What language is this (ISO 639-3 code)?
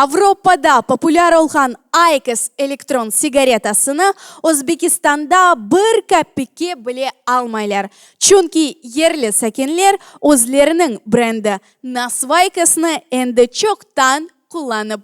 crh